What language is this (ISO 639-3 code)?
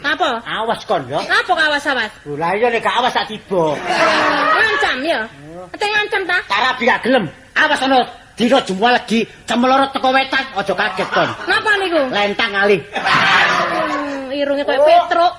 jav